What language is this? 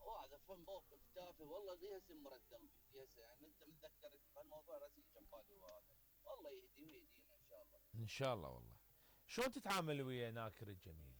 Mesopotamian Arabic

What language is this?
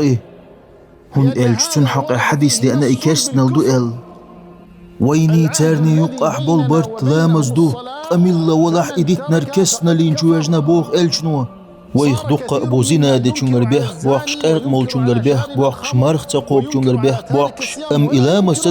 Chechen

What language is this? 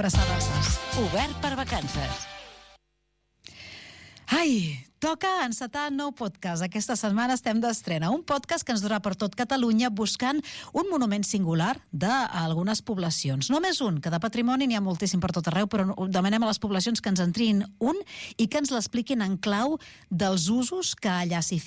Catalan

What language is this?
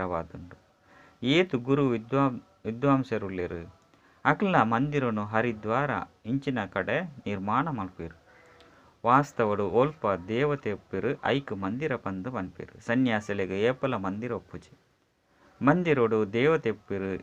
Tulu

